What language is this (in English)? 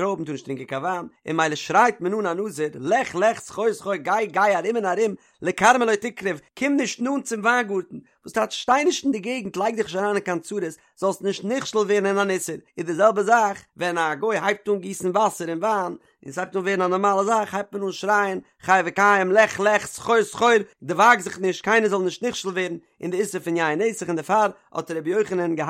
Yiddish